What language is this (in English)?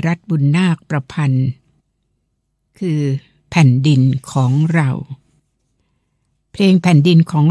Thai